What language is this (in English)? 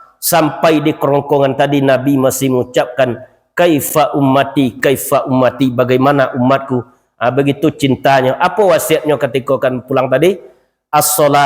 Minangkabau